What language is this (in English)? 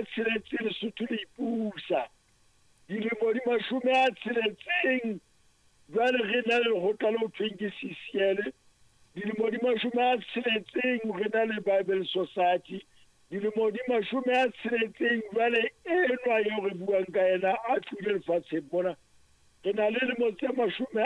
Southern Sotho